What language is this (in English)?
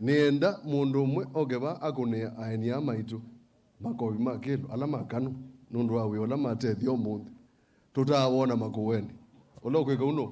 Kamba